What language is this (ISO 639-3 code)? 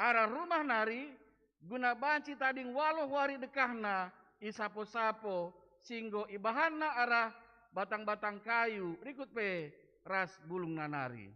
btx